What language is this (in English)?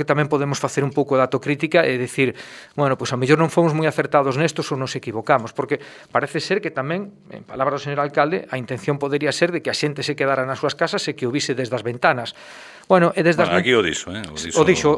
Galician